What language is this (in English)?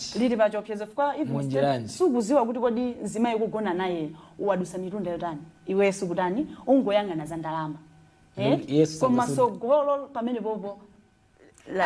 Nyanja